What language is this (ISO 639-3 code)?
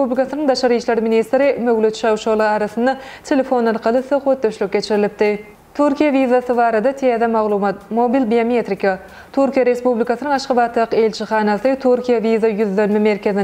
tuk